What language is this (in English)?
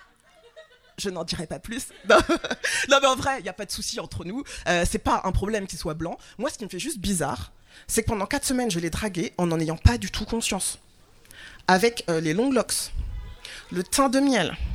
French